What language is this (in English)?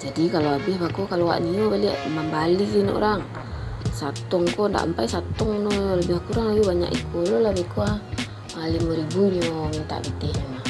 Minangkabau